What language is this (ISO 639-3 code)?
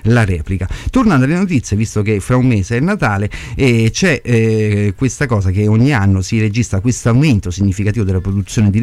ita